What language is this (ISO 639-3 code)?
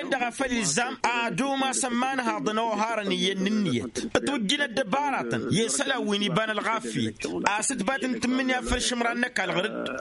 taq